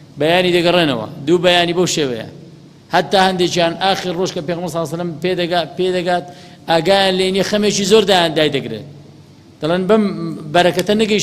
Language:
Central Kurdish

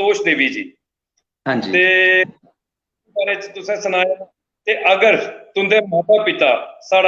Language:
Dogri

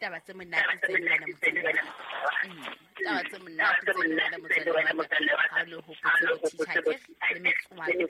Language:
Southern Sotho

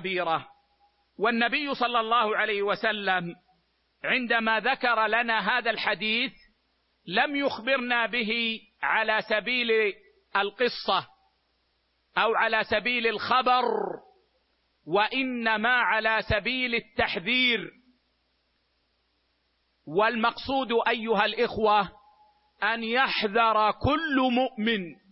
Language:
Arabic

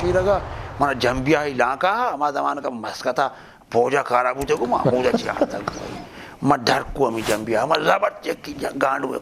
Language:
Eastern Balochi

